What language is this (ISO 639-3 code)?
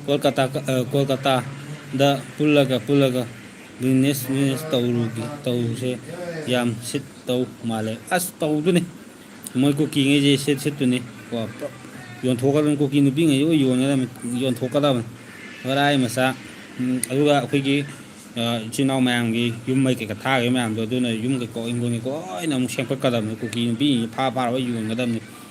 mni